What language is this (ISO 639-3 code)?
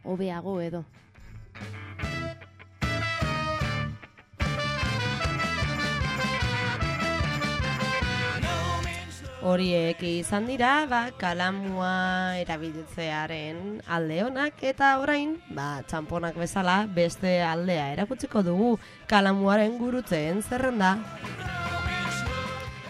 eus